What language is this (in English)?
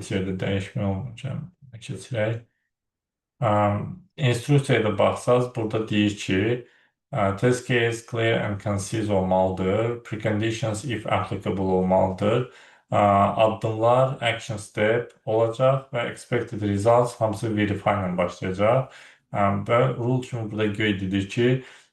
Azerbaijani